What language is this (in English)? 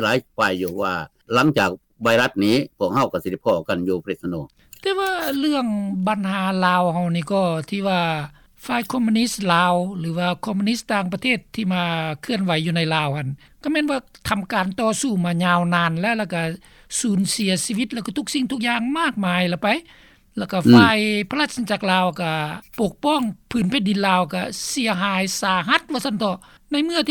Lao